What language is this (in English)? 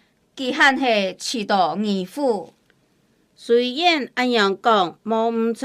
Hakka Chinese